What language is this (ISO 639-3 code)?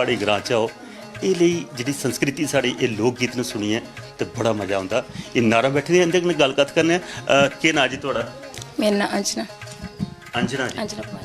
doi